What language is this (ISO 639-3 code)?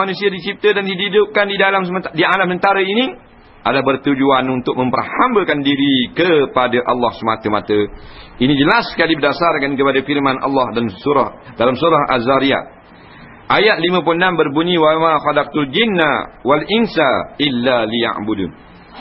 msa